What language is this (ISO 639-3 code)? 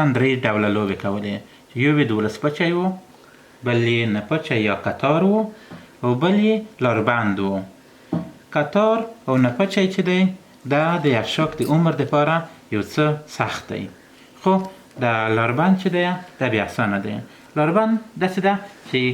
pus